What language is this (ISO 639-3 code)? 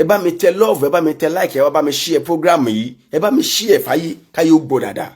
yor